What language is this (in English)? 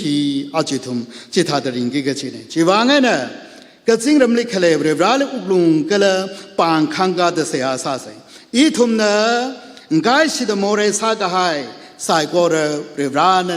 Tangkhul Naga (India)